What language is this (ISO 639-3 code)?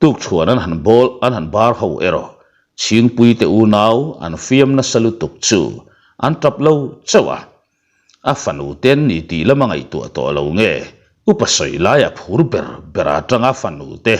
lus